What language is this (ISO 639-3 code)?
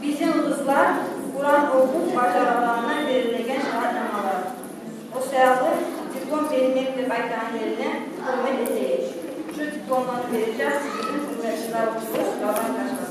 kum